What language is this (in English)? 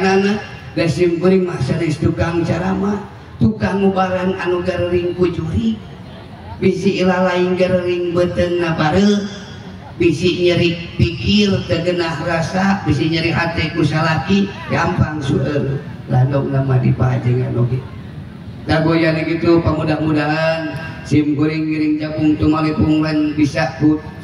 Sundanese